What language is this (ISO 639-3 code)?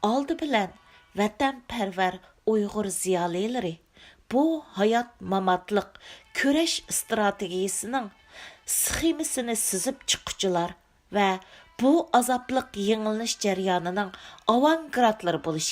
uig